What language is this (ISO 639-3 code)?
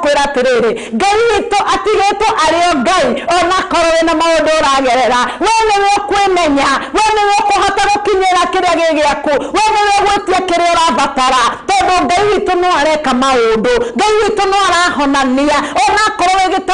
kik